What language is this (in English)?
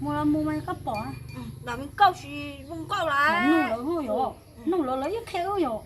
Hmong